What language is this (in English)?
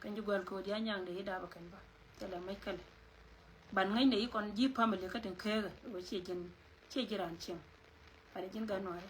Nuer